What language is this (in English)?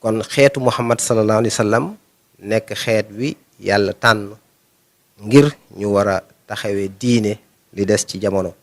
Wolof